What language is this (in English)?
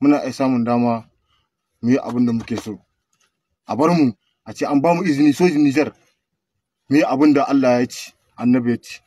Hausa